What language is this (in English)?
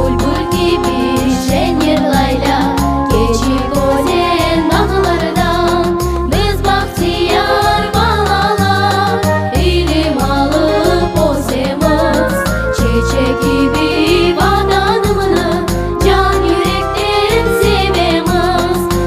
Crimean Tatar